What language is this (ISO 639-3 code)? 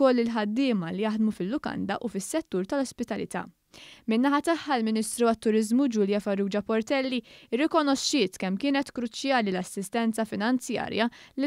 mlt